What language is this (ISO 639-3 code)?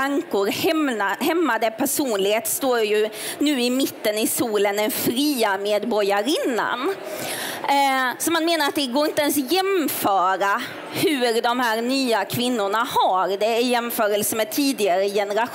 swe